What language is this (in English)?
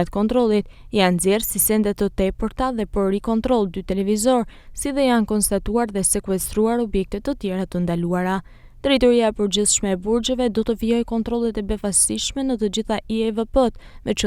Albanian